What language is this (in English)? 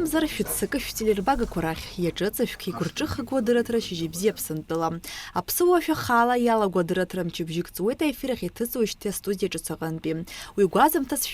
Abkhazian